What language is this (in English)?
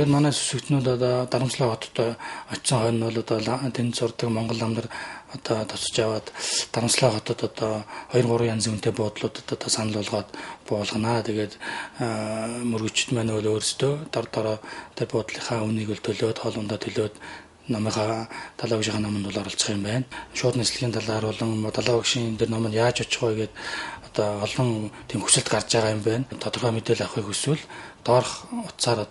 Mongolian